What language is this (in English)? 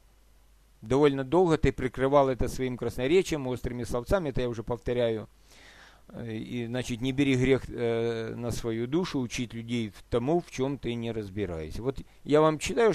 Russian